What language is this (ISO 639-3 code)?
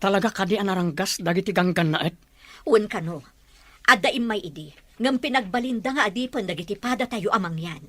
ilo